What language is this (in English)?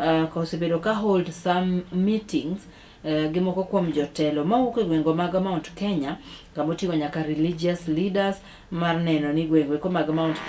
Luo (Kenya and Tanzania)